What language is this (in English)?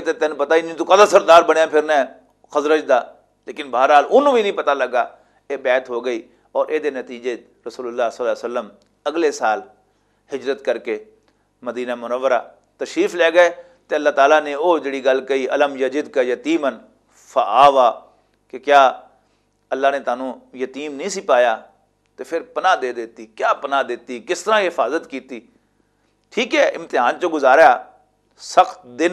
Western Panjabi